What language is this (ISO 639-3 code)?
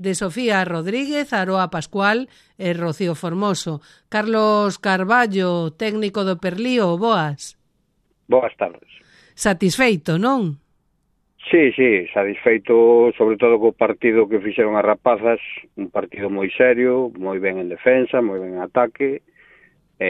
glg